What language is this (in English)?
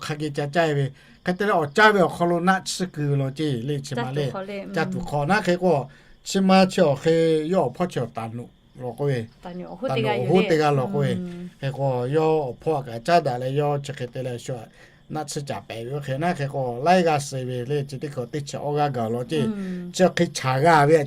Lahu